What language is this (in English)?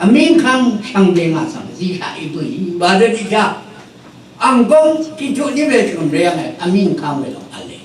Rawang